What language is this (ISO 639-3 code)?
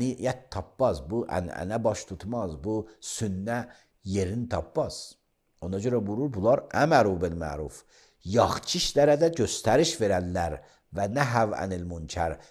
aze